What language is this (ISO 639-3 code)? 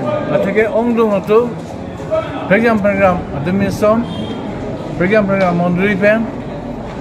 mjw